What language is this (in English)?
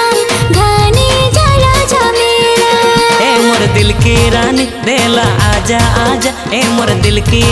Santali